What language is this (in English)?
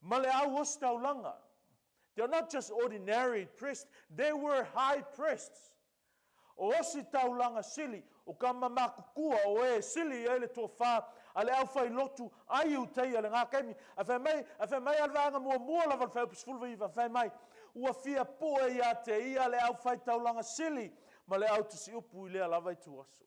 Samoan